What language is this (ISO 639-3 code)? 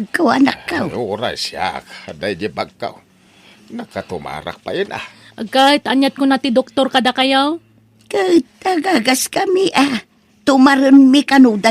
ilo